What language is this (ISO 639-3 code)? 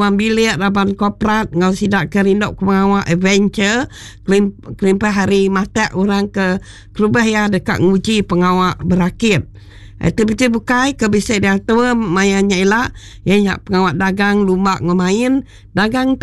iba